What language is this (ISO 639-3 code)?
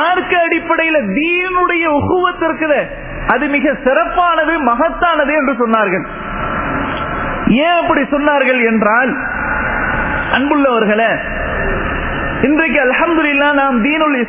tam